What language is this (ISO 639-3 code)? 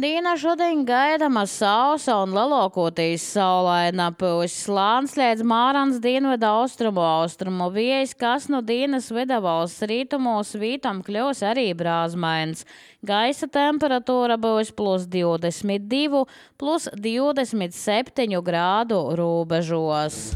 lav